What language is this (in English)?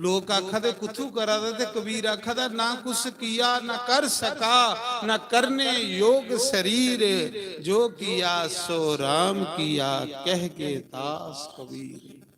Dogri